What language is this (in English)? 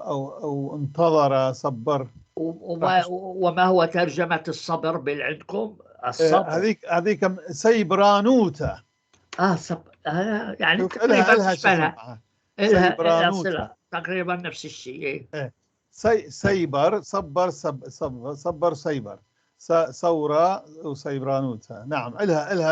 North Levantine Arabic